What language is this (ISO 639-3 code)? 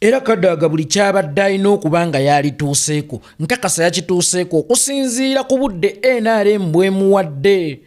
lug